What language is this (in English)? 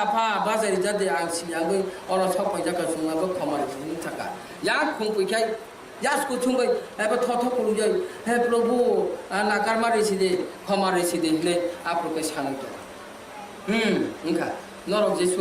Kok Borok